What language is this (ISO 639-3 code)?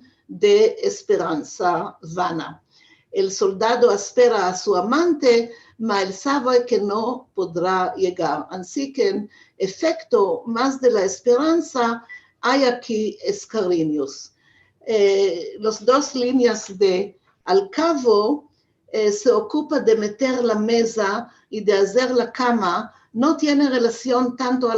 lad